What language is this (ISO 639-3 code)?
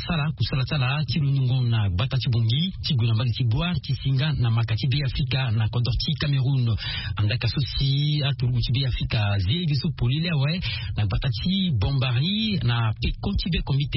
sag